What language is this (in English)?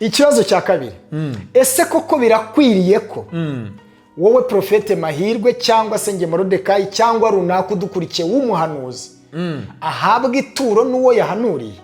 Kinyarwanda